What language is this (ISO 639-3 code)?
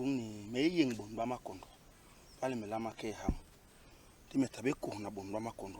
bas